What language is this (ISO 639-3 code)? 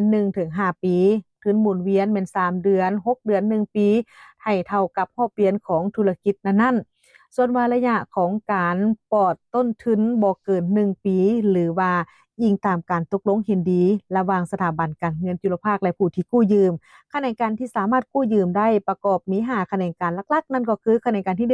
lao